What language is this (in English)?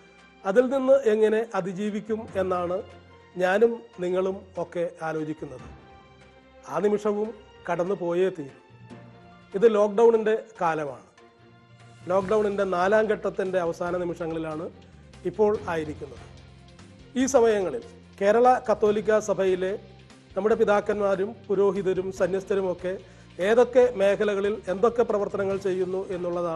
Malayalam